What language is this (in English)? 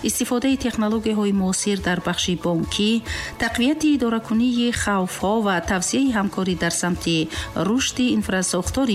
Tajik